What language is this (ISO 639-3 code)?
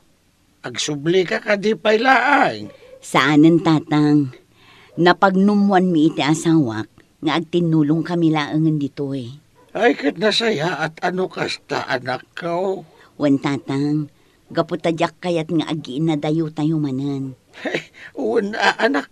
ilo